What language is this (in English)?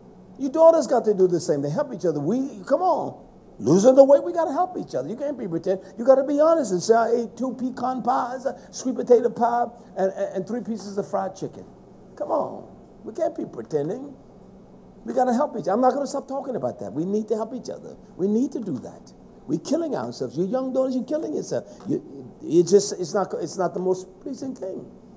English